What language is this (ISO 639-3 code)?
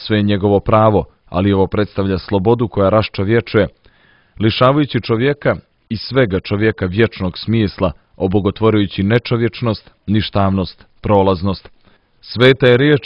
hrv